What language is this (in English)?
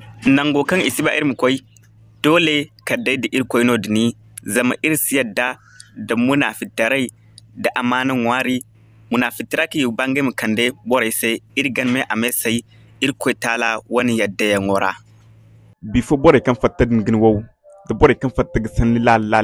Zarma